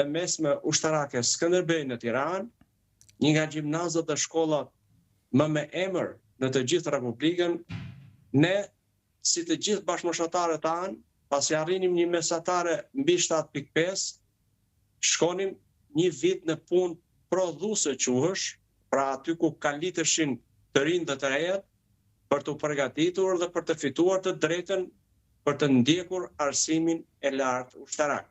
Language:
Albanian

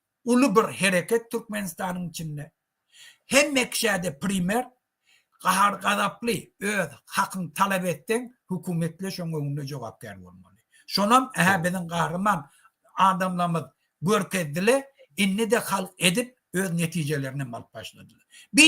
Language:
Turkmen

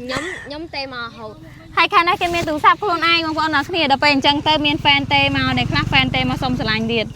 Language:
Khmer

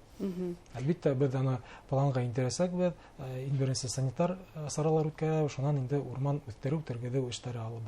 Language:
Bashkir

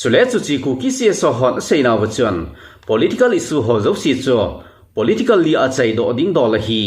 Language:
Thado Chin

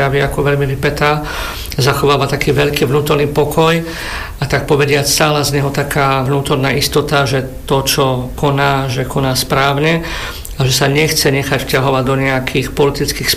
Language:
Slovak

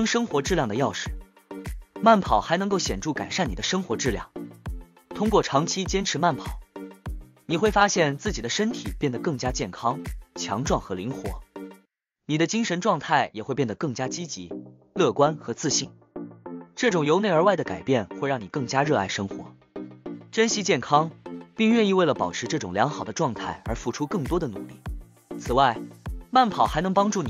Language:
Chinese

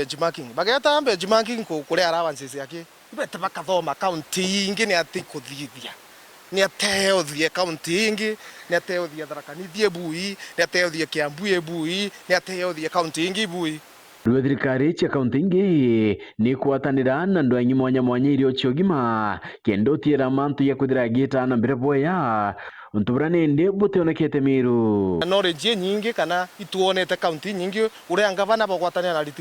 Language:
Meru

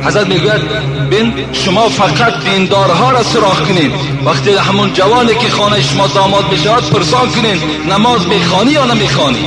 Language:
Tajik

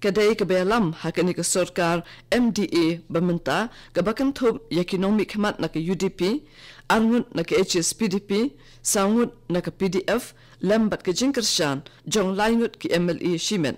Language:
Khasi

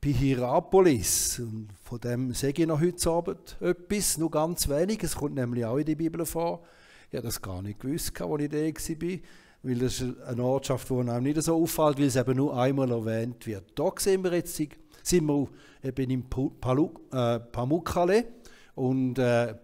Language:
Swiss German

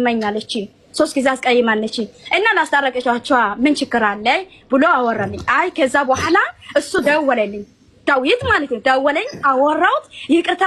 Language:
Amharic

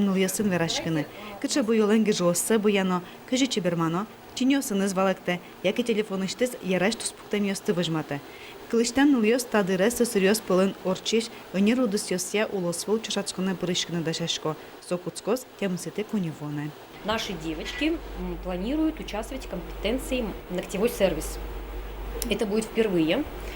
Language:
Udmurt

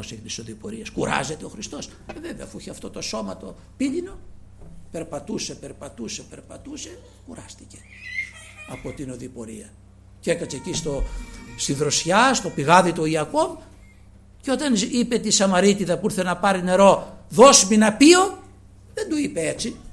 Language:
Greek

